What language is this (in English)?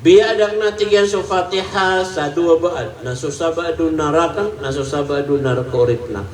Maranao